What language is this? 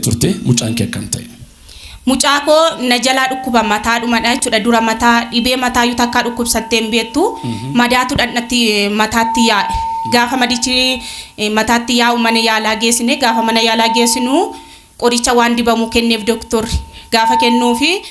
Oromo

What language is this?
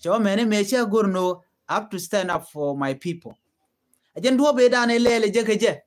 Nuer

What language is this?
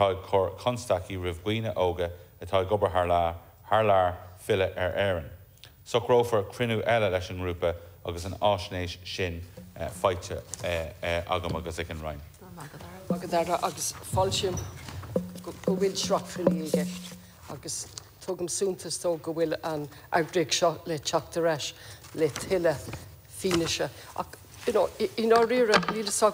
Irish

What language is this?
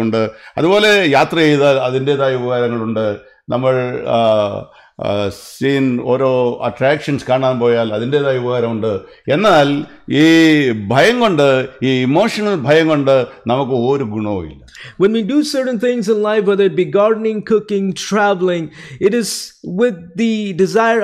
Malayalam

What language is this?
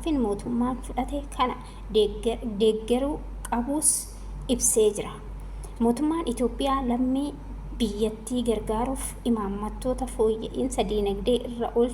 Oromo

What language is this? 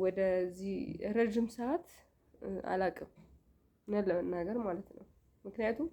Amharic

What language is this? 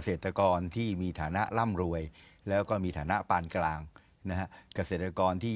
Thai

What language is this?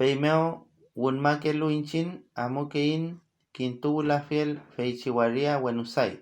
Mapuche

